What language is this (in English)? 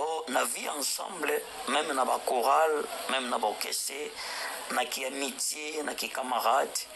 Lingala